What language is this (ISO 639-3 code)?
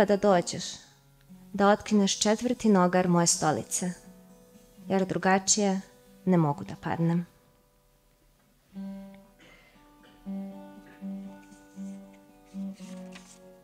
srp